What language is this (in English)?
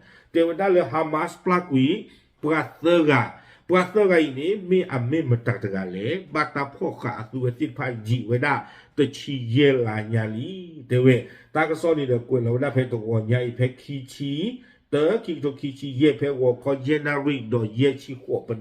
S'gaw Karen